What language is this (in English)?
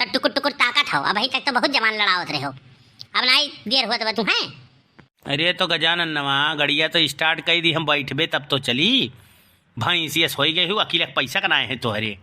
Awadhi